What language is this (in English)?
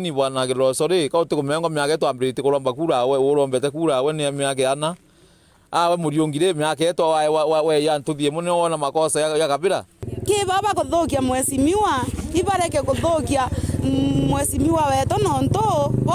Meru